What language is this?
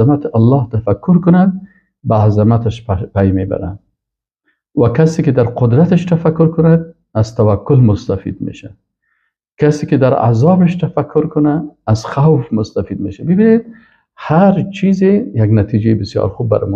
Persian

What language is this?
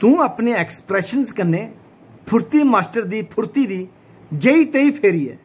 Dogri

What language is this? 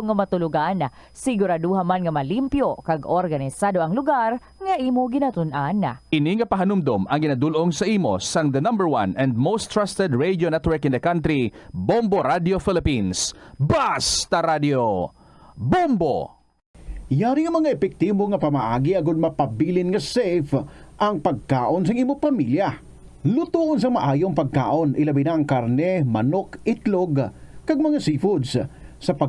Hiligaynon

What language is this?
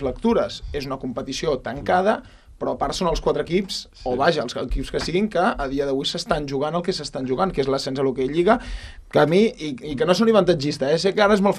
Catalan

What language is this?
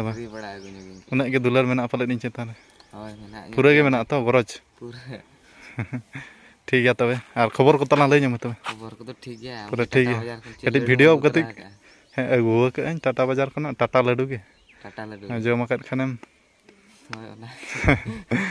Santali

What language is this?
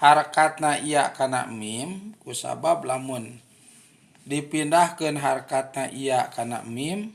Sundanese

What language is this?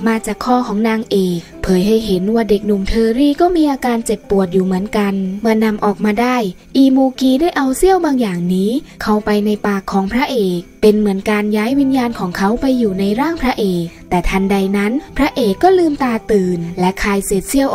Thai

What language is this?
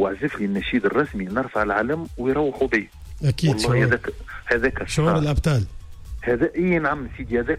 Tunisian Arabic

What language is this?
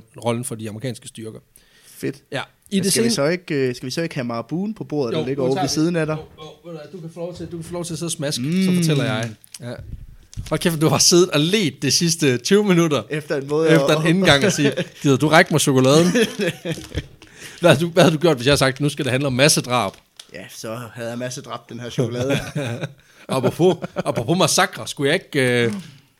Danish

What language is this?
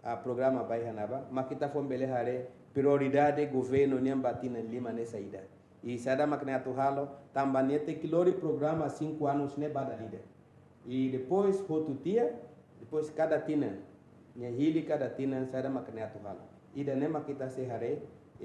Tetum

